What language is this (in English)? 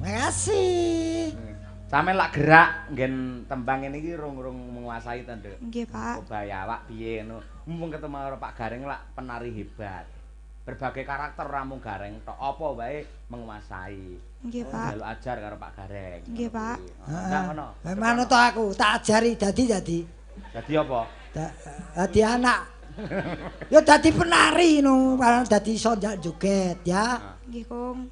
Javanese